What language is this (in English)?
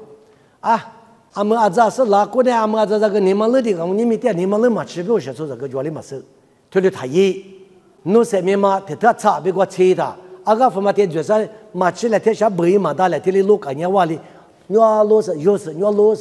Lisu